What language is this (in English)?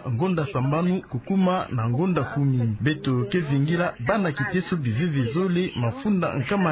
Kituba (Democratic Republic of Congo)